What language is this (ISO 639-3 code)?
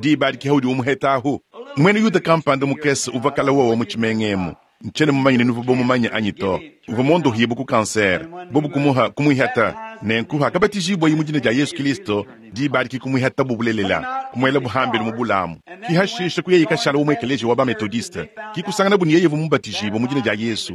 lua